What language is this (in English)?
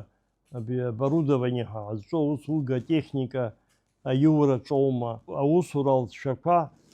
Abkhazian